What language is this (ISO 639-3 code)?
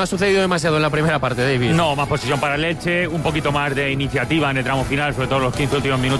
spa